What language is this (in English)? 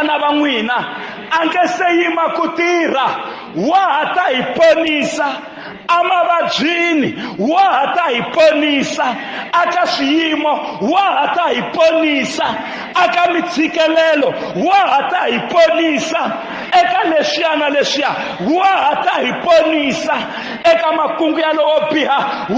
Tsonga